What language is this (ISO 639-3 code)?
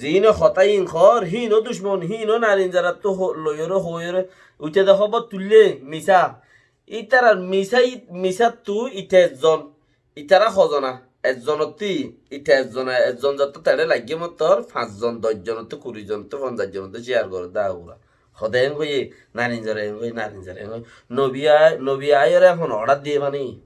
rhg